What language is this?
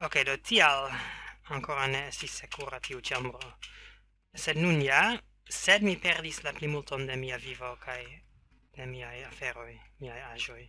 Esperanto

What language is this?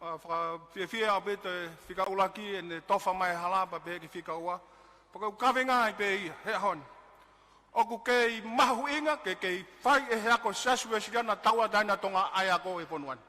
Tongan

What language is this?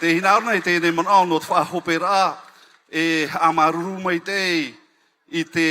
Tahitian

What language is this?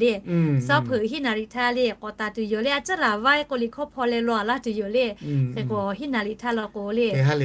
Lahu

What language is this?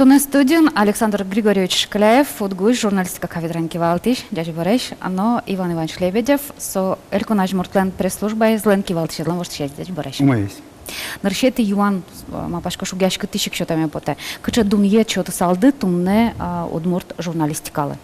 Udmurt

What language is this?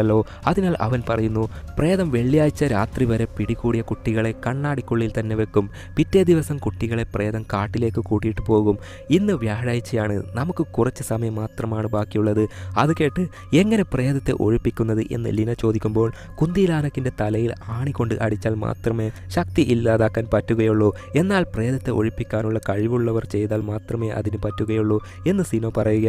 Malayalam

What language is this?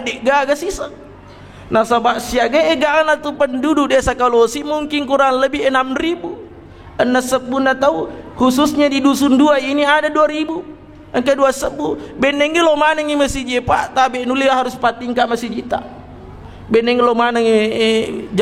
Buginese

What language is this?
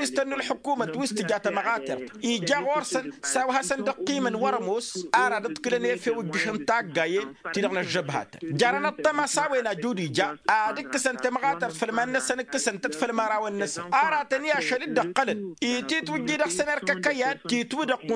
Tamasheq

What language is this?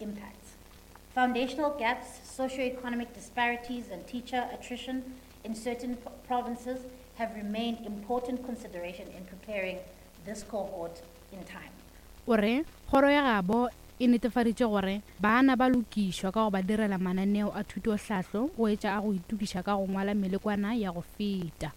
Northern Sotho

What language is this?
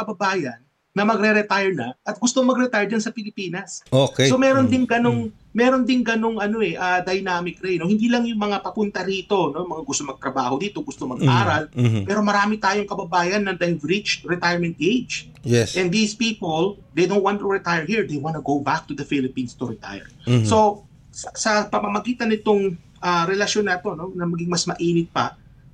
Filipino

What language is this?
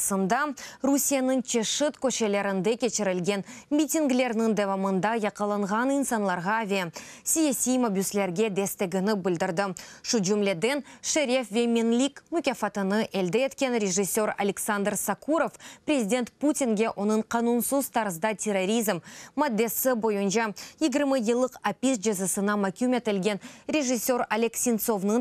Crimean Tatar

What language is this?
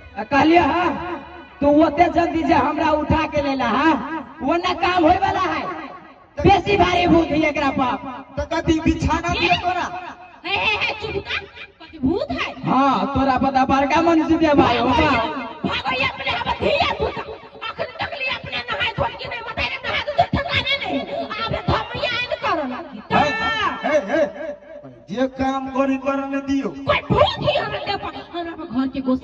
Maithili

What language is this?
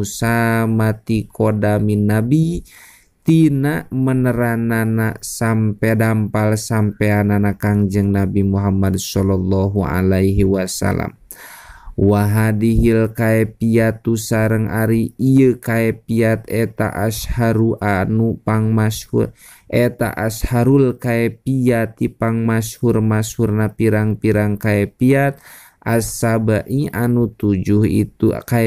Sundanese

